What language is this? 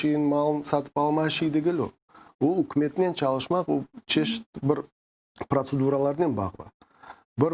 Crimean Tatar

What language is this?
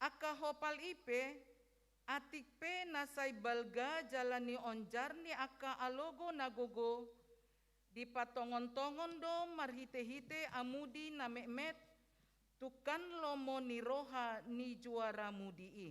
Batak Toba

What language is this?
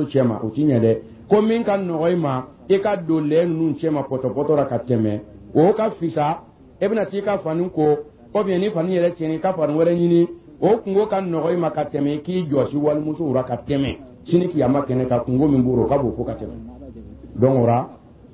Dyula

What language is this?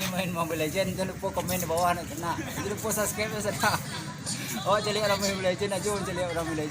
Minangkabau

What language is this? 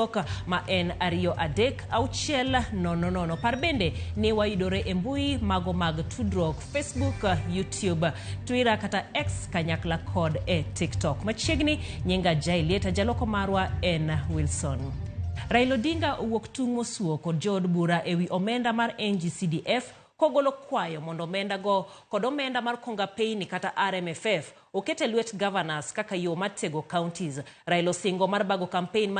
Luo (Kenya and Tanzania)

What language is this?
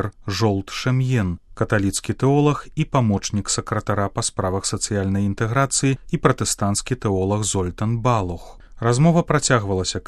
Belarusian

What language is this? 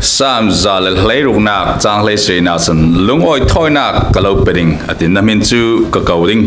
Falam Chin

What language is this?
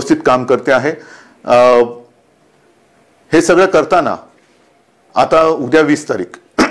Marathi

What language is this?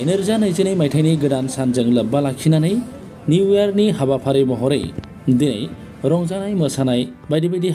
Bodo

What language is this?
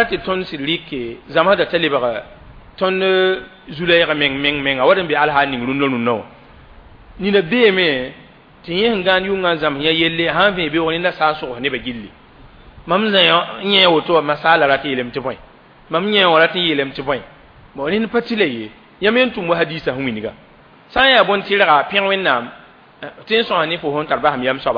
Mossi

